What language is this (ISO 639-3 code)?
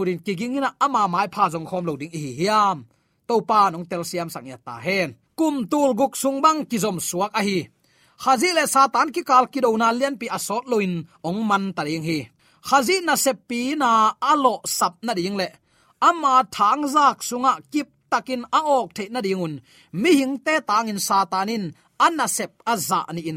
ctd